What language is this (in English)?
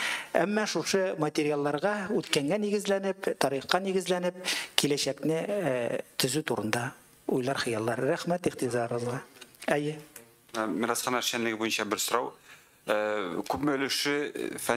Tatar